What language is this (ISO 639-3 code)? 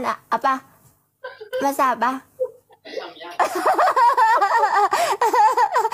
ind